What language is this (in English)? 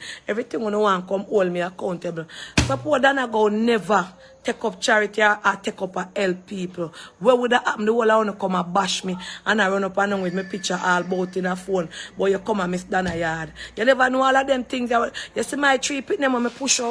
Jamaican Creole English